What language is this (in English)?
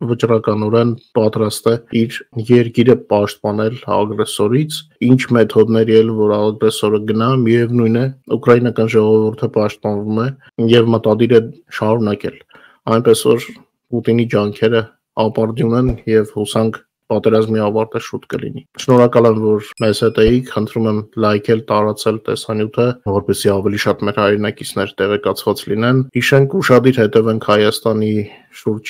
Armenian